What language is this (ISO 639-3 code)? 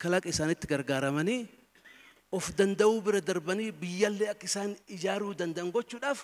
orm